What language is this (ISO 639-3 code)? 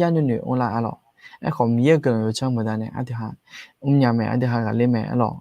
ahk